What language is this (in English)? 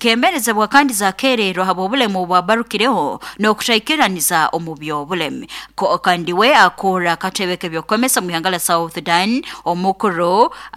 Nyoro